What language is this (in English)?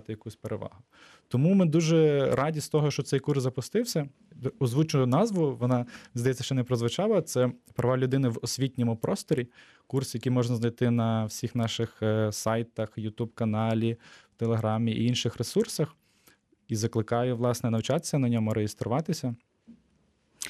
Ukrainian